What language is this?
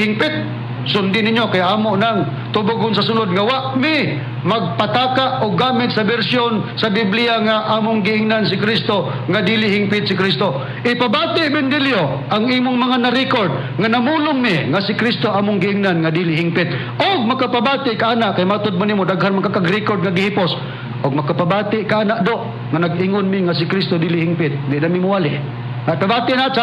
Cebuano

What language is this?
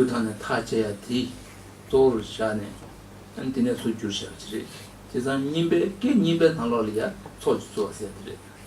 Tibetan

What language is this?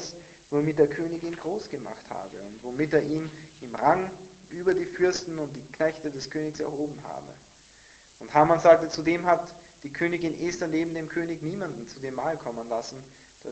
German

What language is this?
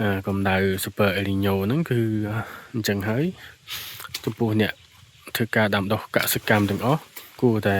Khmer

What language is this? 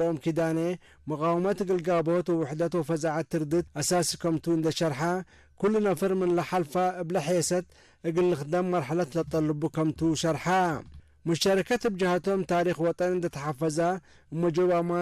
Tigre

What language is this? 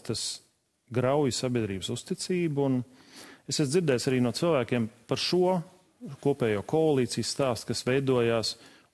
Latvian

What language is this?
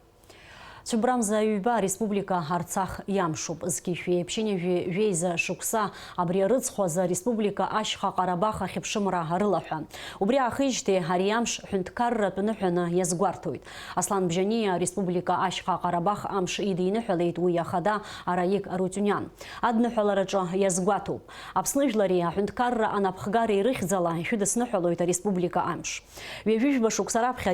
Abkhazian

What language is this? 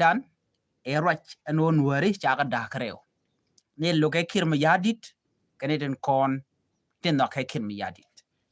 Nuer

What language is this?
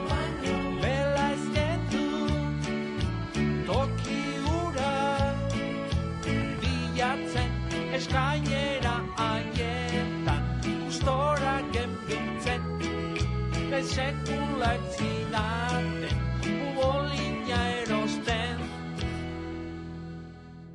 Basque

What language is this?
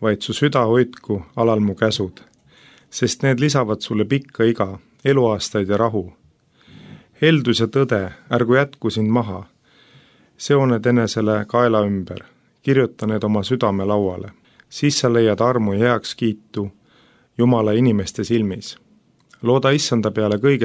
Estonian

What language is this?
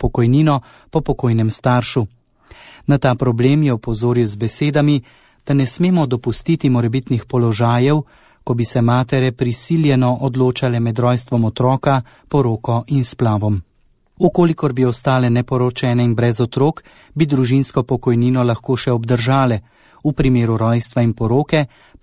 Slovenian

